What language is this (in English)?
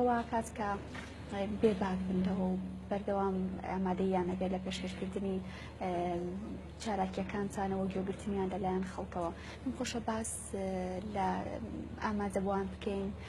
Central Kurdish